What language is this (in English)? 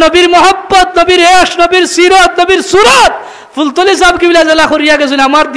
Sylheti